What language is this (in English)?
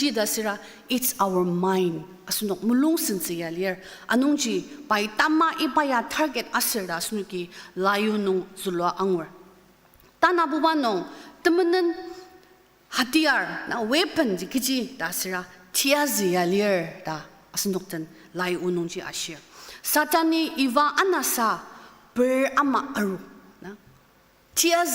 Ao Naga